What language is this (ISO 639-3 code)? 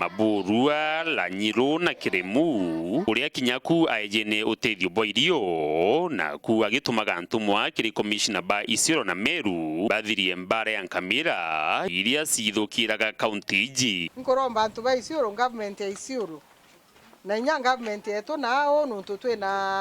mer